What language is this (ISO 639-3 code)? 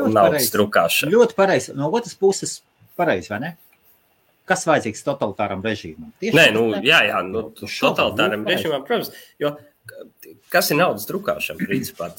lav